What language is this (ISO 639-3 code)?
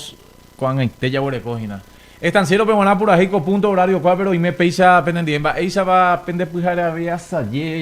grn